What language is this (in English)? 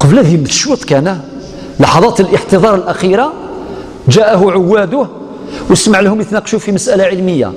Algerian Arabic